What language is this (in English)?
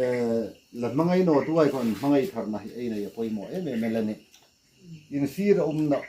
Hmar